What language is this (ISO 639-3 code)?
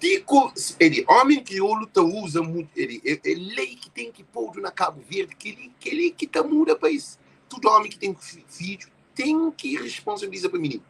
kea